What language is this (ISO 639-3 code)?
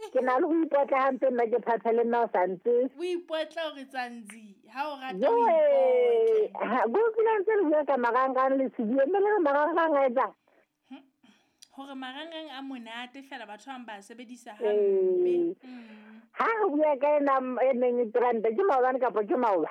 sot